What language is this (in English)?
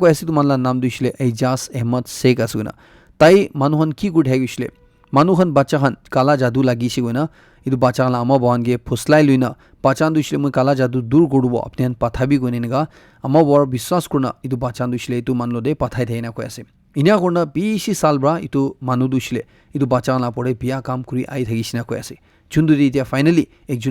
Naga Pidgin